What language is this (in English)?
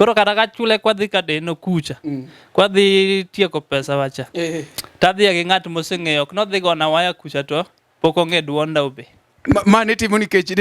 Luo (Kenya and Tanzania)